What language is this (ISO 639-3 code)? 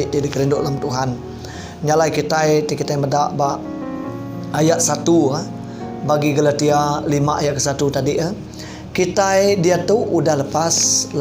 iba